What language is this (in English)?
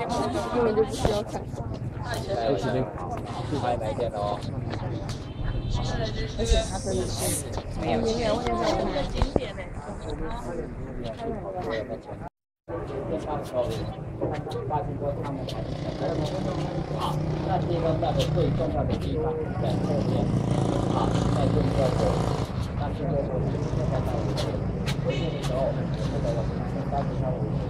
Chinese